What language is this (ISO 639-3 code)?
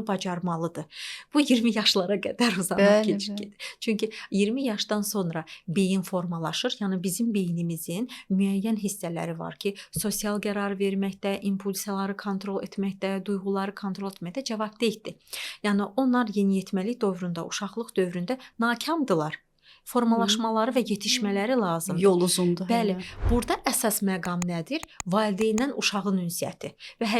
aze